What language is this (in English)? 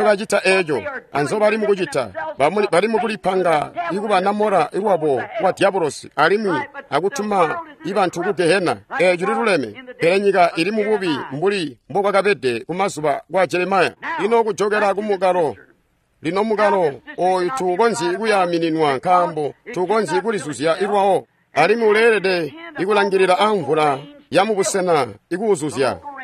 Tonga (Zambia)